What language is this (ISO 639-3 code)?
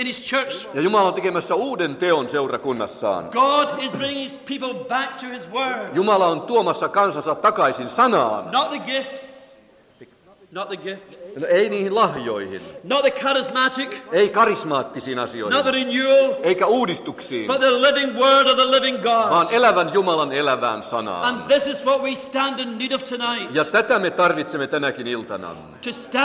fin